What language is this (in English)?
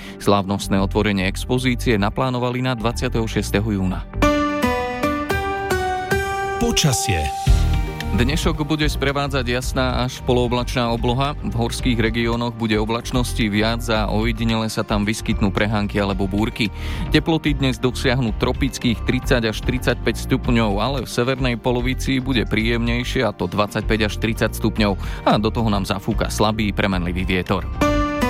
Slovak